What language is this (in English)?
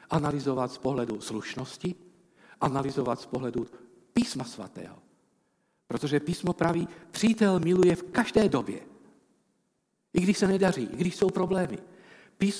Czech